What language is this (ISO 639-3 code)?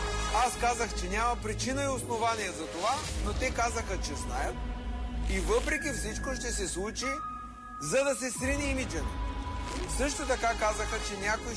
bul